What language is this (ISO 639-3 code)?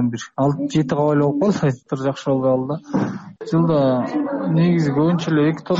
kir